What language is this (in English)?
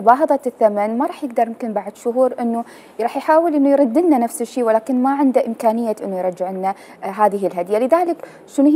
Mesopotamian Arabic